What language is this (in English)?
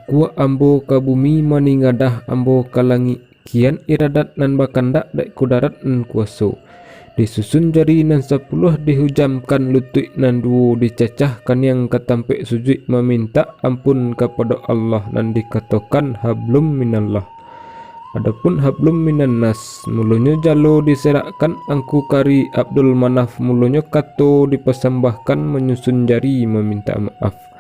Minangkabau